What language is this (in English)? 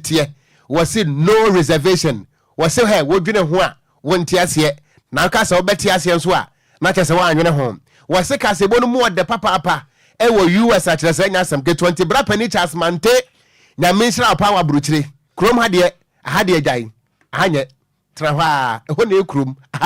Akan